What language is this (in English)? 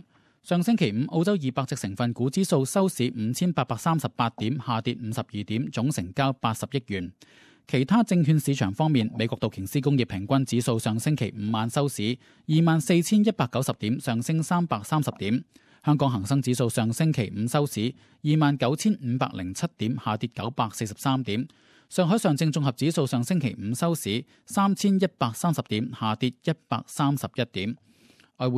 Cantonese